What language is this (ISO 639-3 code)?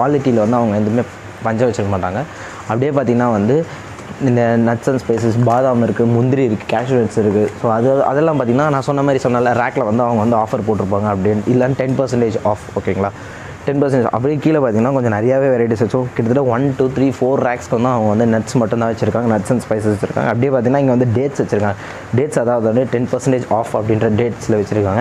tam